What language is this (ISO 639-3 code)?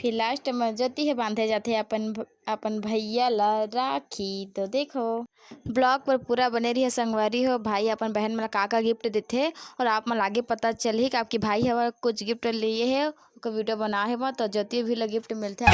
hne